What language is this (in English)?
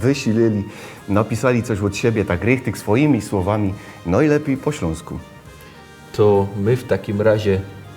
Silesian